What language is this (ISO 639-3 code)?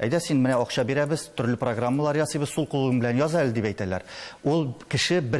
tat